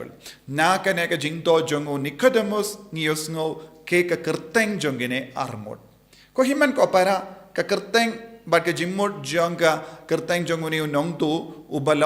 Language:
Khasi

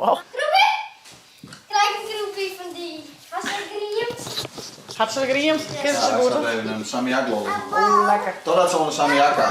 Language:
Western Frisian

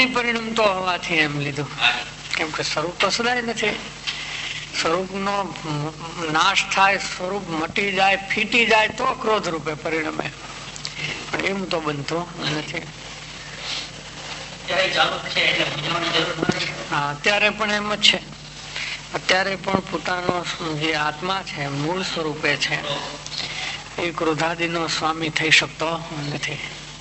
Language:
Gujarati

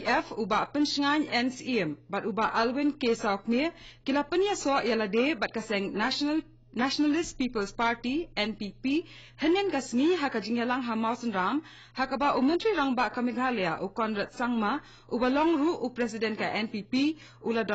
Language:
Khasi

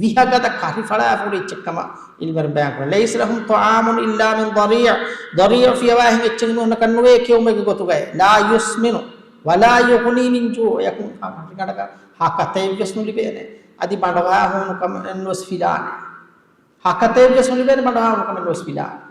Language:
Divehi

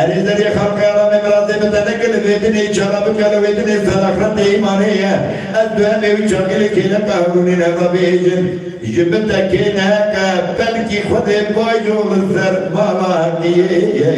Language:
Kurdish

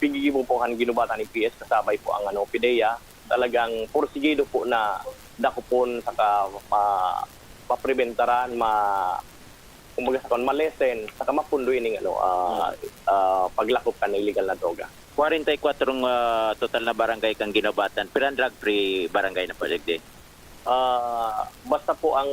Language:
Bikol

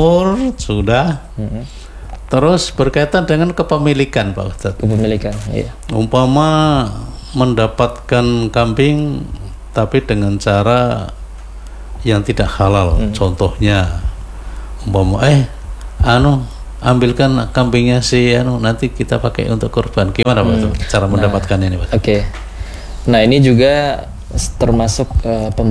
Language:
Indonesian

